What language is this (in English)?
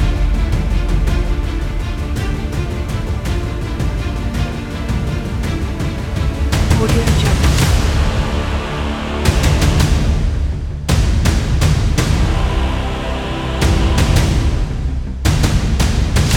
Malay